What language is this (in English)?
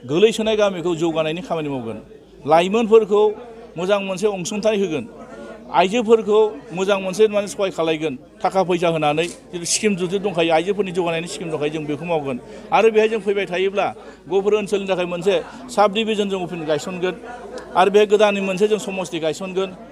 Bodo